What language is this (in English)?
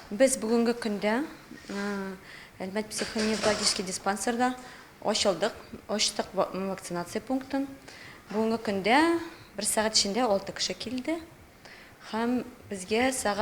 Tatar